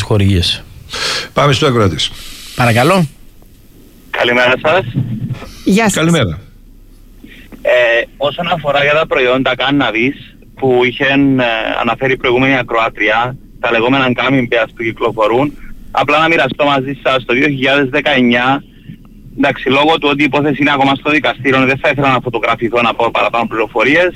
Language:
Greek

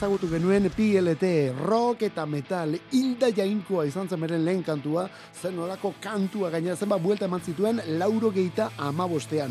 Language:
Basque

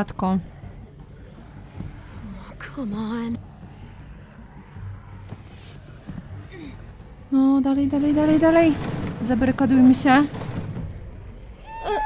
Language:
Polish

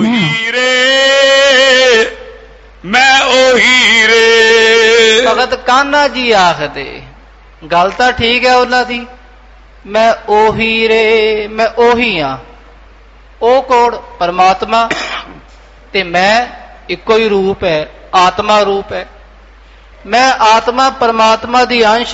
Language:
Punjabi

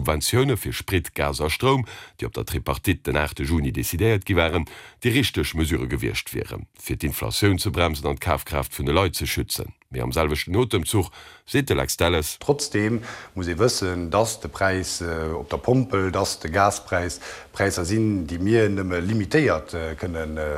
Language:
Luxembourgish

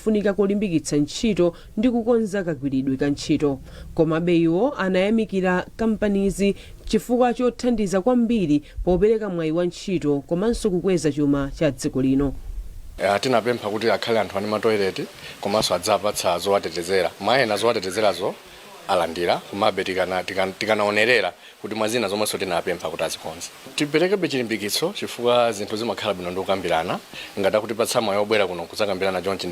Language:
Nyanja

